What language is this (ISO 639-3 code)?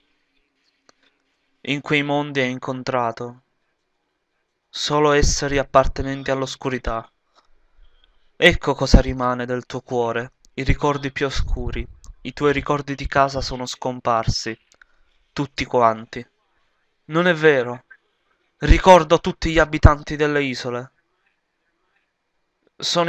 ita